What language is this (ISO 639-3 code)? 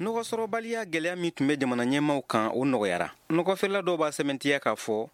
bam